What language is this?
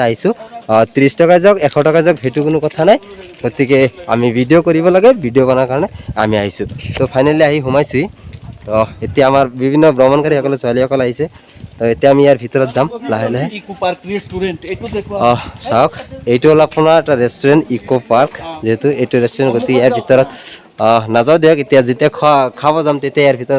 Assamese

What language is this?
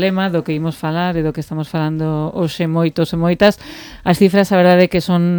Galician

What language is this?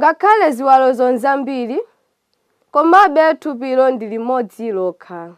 Nyanja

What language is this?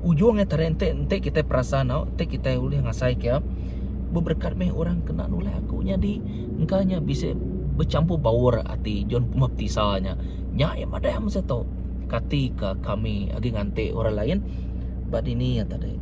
Iban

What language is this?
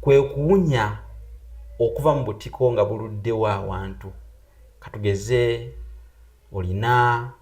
Ganda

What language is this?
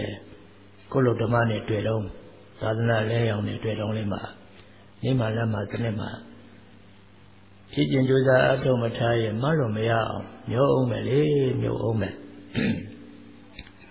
Burmese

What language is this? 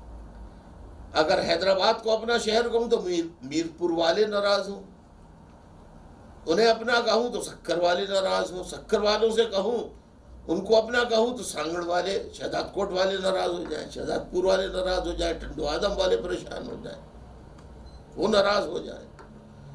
Urdu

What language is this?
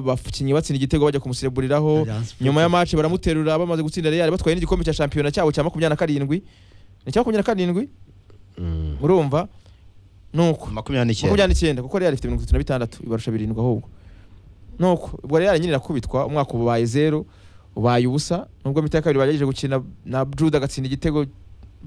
Kinyarwanda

